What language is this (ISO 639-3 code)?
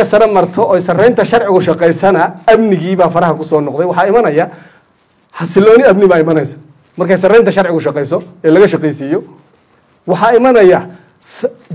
som